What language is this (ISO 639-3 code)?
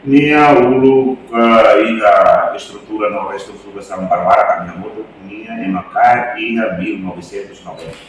tet